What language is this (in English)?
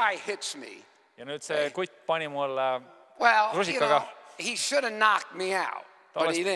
Estonian